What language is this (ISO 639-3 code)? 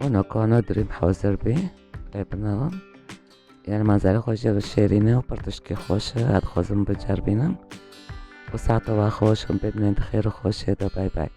kur